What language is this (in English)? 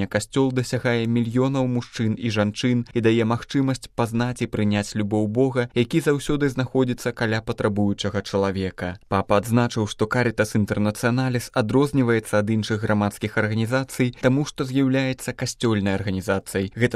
Belarusian